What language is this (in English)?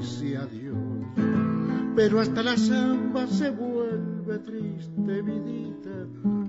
Spanish